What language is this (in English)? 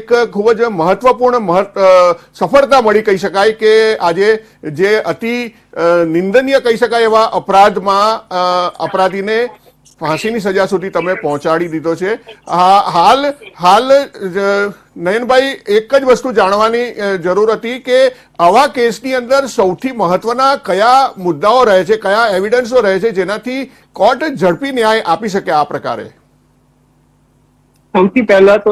Gujarati